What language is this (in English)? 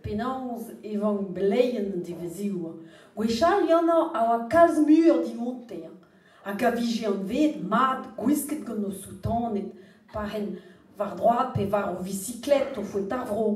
Breton